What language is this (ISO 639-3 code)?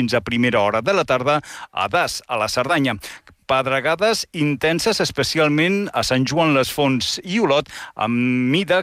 cat